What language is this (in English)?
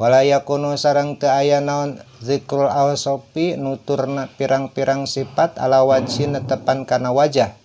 Sundanese